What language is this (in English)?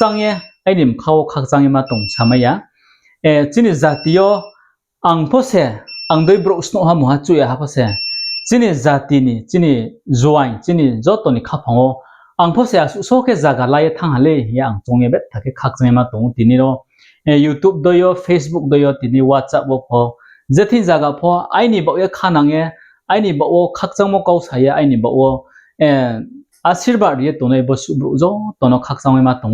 Riang (India)